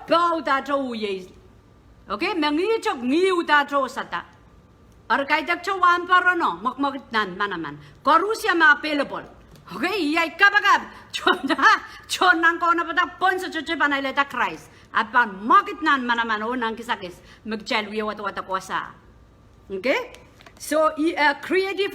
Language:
Pohnpeian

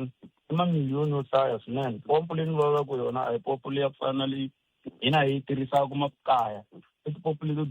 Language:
Tsonga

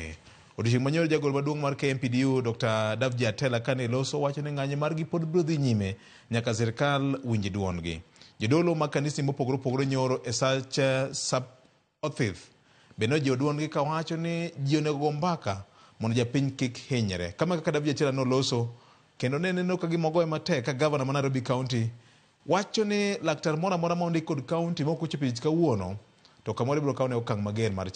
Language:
Luo (Kenya and Tanzania)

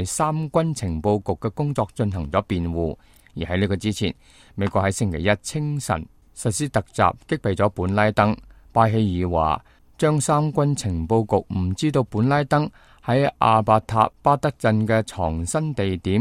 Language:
Cantonese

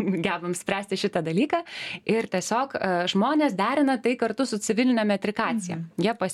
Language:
Lithuanian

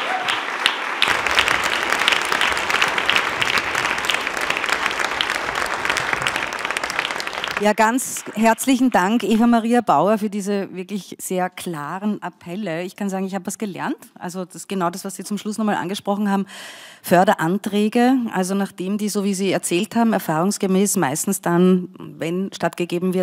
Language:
German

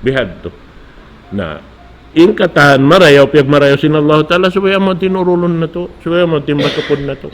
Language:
Tausug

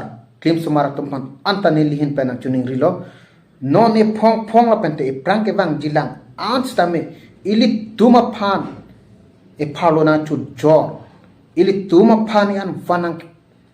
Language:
Karbi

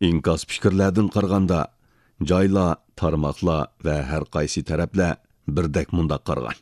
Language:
Uyghur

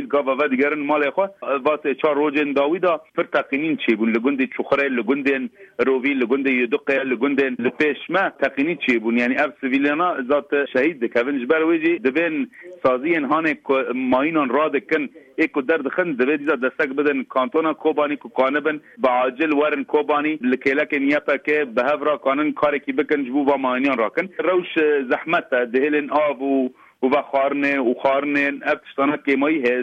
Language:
Kurdish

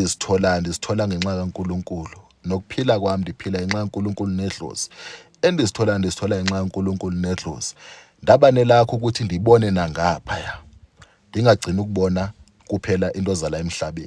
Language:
Zulu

